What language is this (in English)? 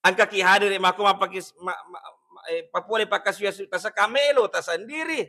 Buginese